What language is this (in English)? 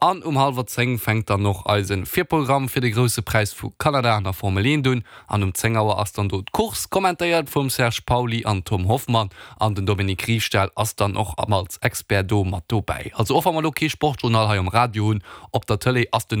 Luxembourgish